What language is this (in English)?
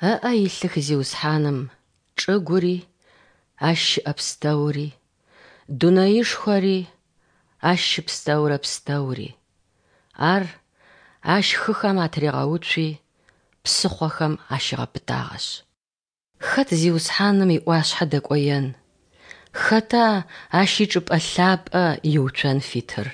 Adyghe